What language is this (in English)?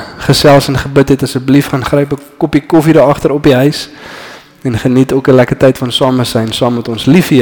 Afrikaans